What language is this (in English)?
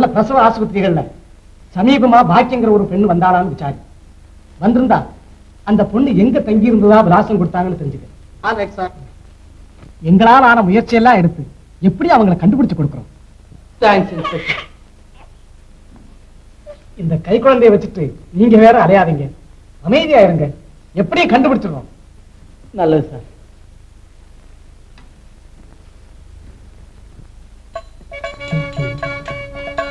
Tamil